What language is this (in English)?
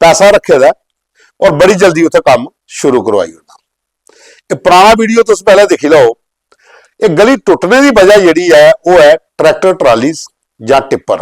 Dogri